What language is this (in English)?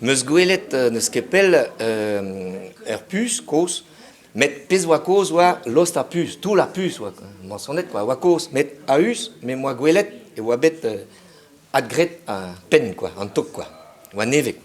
Breton